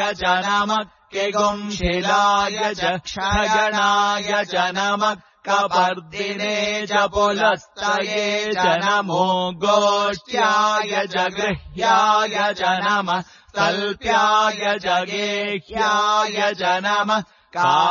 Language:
Sanskrit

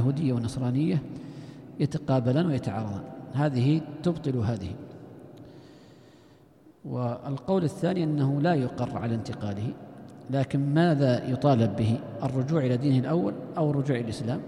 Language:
Arabic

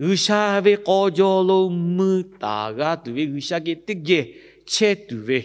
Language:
Lahu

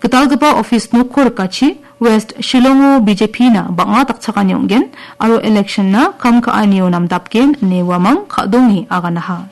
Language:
Garo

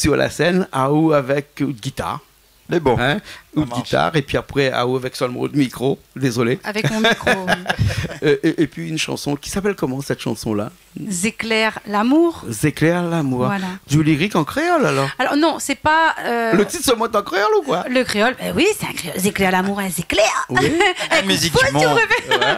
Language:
Réunion Creole French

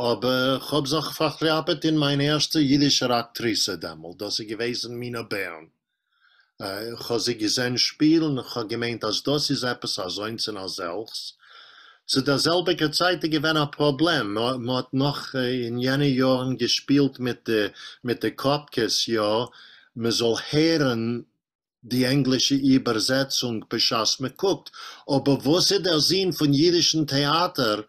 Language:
Yiddish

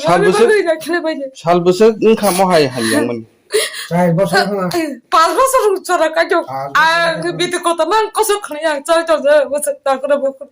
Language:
Kok Borok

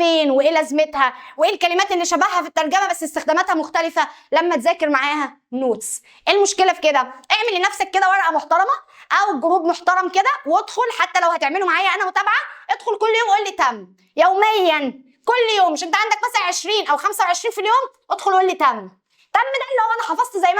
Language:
Egyptian Arabic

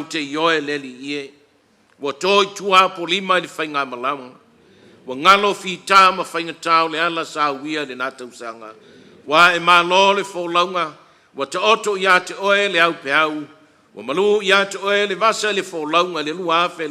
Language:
Samoan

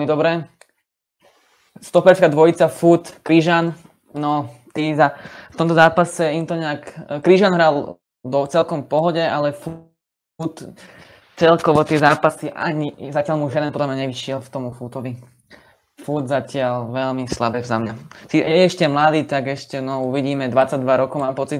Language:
Slovak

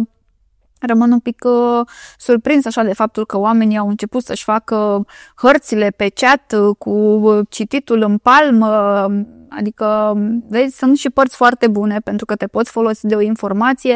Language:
Romanian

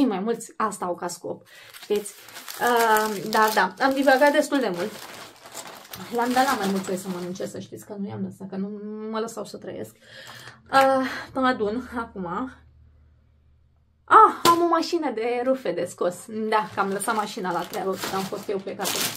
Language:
Romanian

